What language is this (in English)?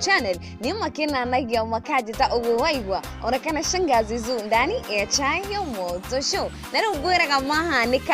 Kikuyu